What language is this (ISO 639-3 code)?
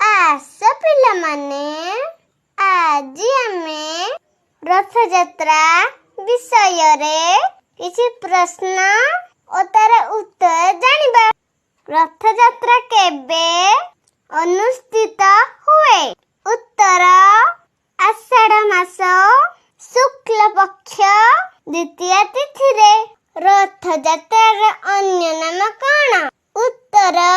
ori